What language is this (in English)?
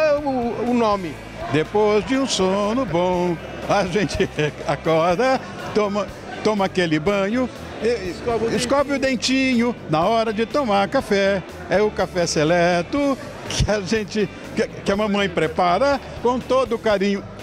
Portuguese